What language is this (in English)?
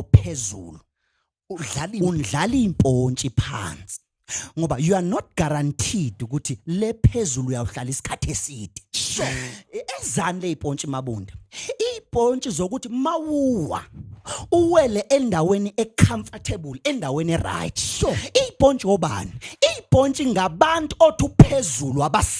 Zulu